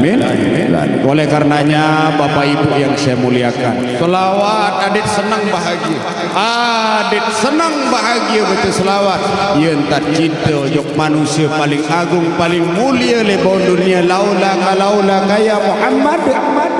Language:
Sasak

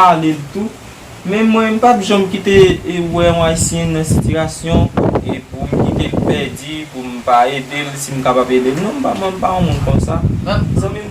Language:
Haitian Creole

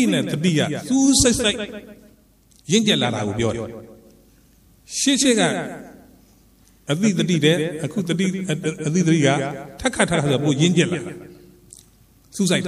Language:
Burmese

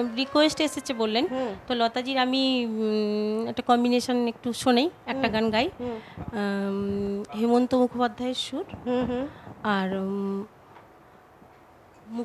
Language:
Bangla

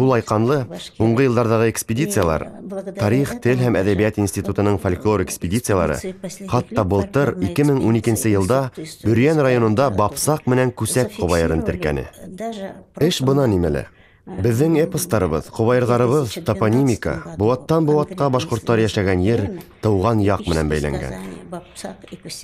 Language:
Bashkir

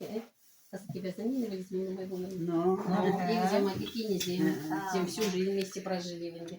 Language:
Chuvash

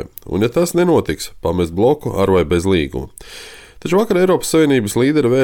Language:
Latvian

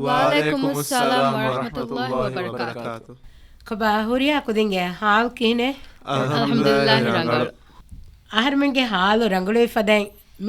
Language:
Divehi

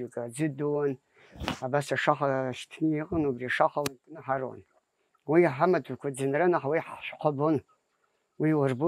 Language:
Abkhazian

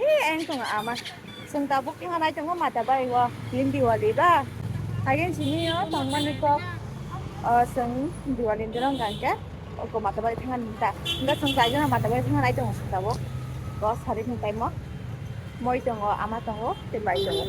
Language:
Kok Borok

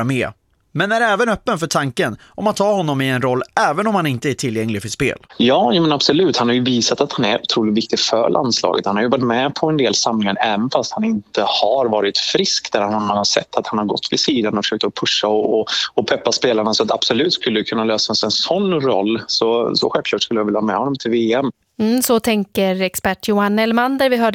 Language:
Swedish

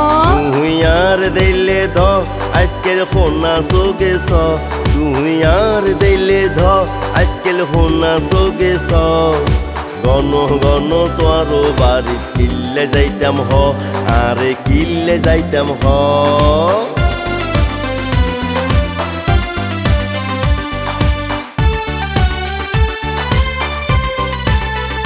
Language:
Chittagonian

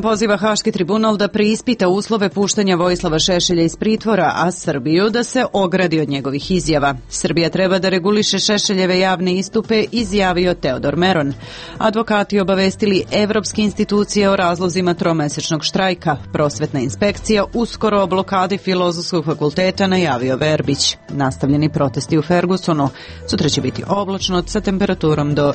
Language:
Serbian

